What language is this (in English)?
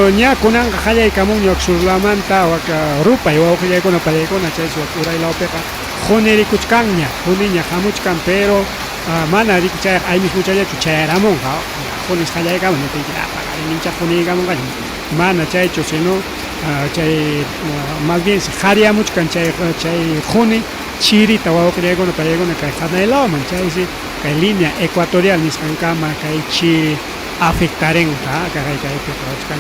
Ayacucho Quechua